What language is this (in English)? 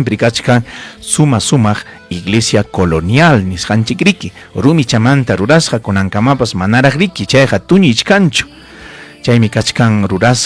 Ayacucho Quechua